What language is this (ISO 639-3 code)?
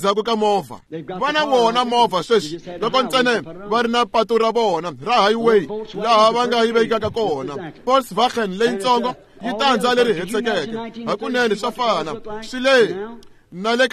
tso